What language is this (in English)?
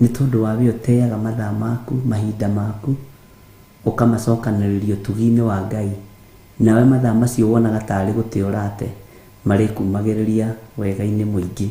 Kikuyu